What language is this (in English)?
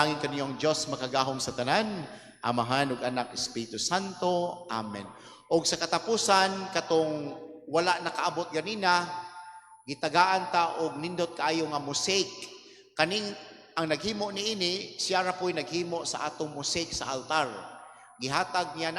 Cebuano